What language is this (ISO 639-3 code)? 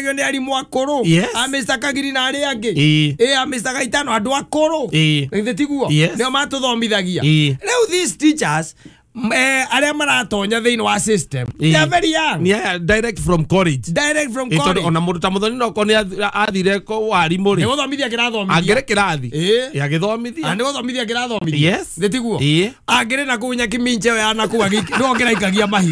kik